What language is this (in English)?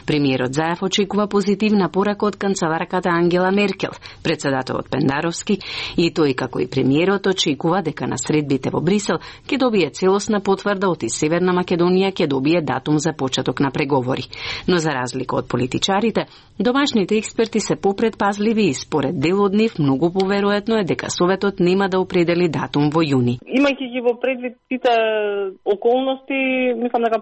Macedonian